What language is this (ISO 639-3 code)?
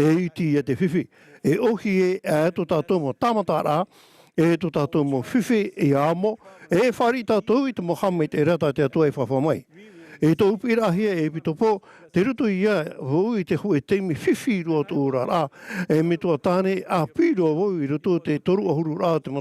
tah